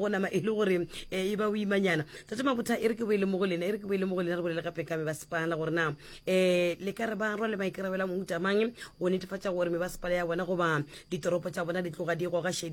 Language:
Northern Sotho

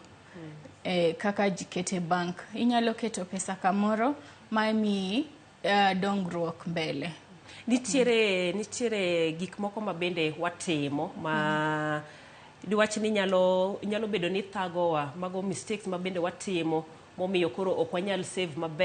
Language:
Luo (Kenya and Tanzania)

